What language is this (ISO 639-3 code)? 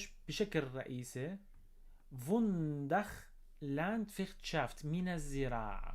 apc